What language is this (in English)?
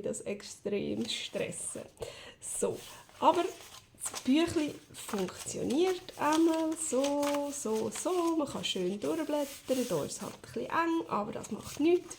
Swiss German